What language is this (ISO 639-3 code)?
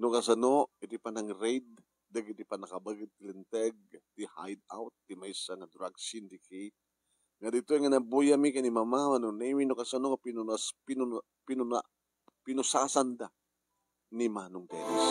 ilo